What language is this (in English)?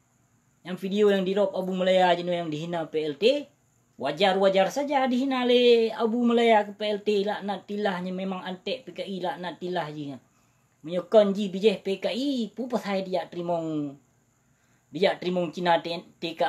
Achinese